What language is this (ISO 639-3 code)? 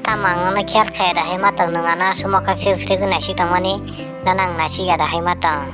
trp